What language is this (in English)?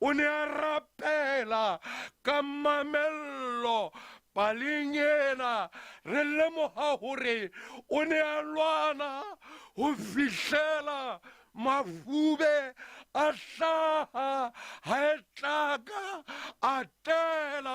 Southern Sotho